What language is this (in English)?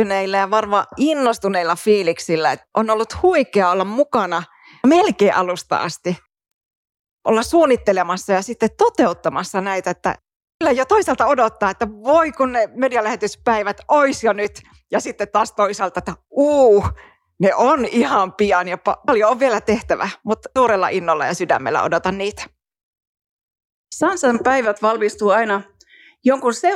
Finnish